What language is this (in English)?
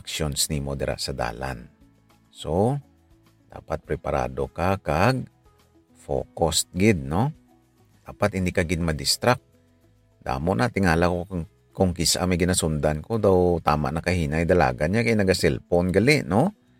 Hiligaynon